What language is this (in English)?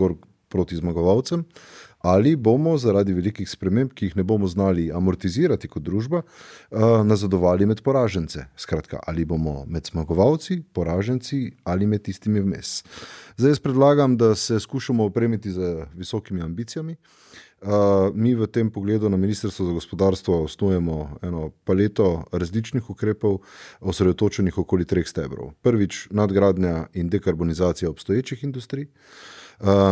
Slovenian